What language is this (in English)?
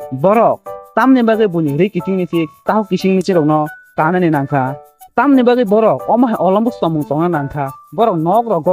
Kok Borok